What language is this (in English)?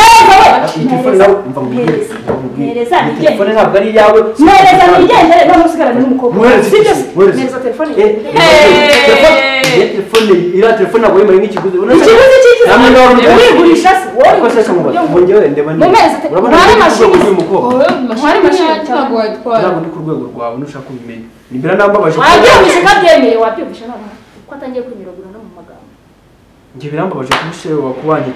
Kinyarwanda